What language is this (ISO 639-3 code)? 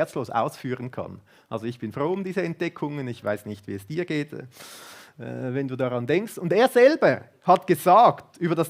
gsw